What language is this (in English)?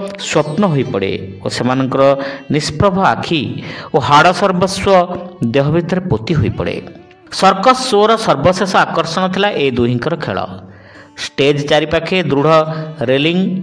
Odia